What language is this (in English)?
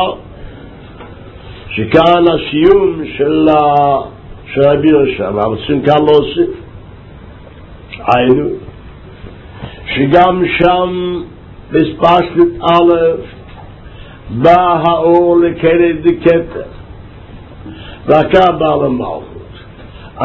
Hebrew